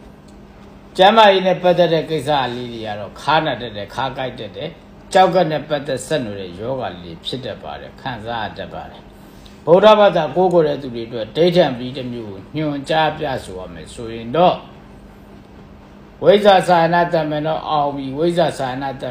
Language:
Burmese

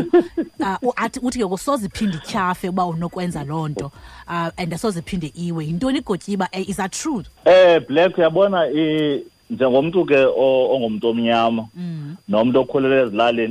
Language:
Xhosa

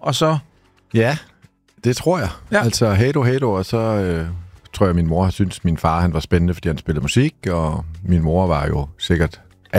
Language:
Danish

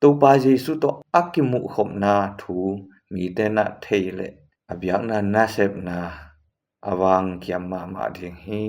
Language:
Tedim Chin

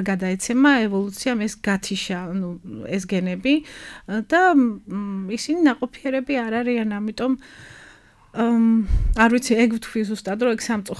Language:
Georgian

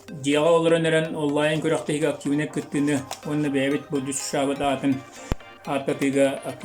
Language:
Yakut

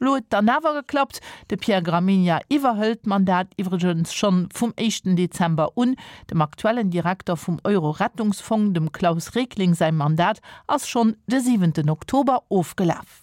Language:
Luxembourgish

